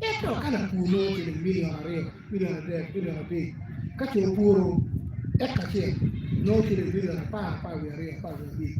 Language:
Acoli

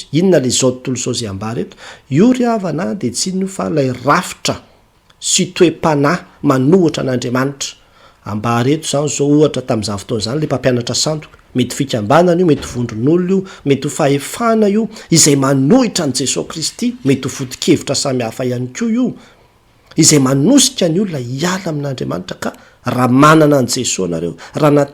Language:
Malagasy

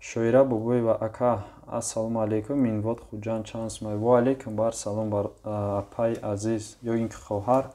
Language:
Tajik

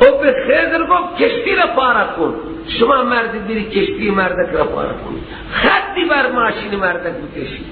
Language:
Persian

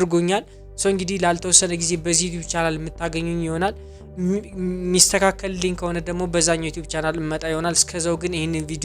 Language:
Amharic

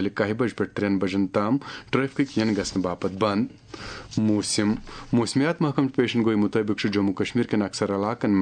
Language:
Kashmiri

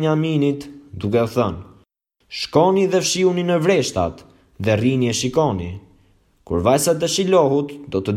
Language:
Albanian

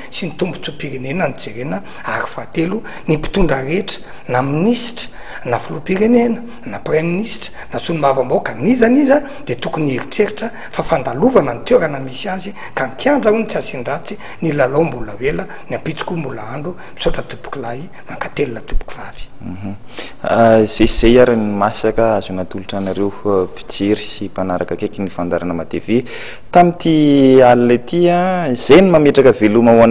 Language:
Malagasy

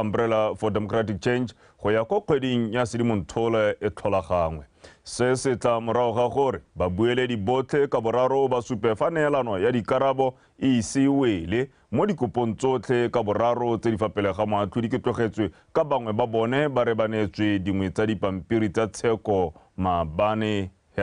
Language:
Tswana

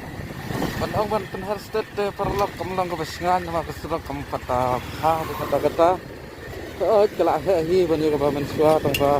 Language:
Khasi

